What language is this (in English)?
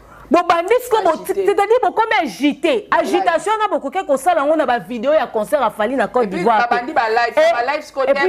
Lingala